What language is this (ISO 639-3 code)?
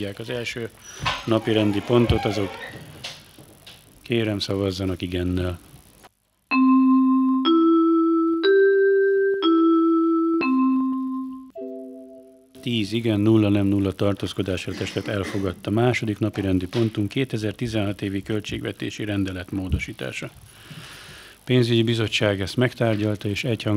hun